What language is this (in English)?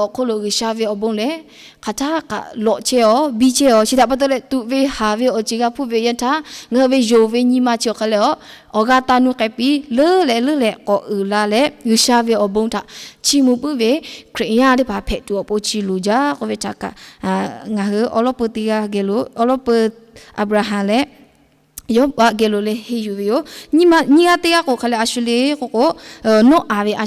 Lahu